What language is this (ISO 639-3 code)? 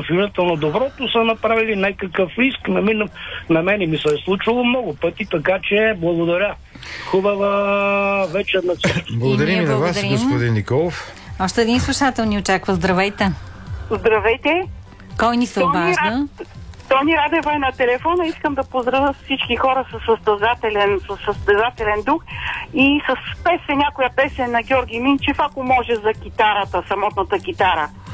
bul